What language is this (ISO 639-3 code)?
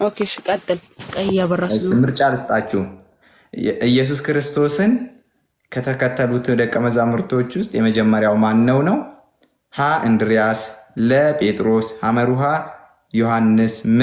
amh